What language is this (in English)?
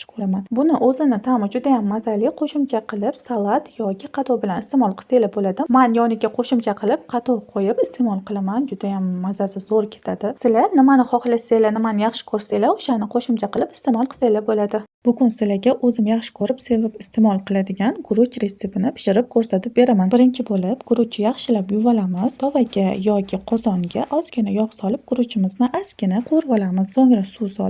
Uzbek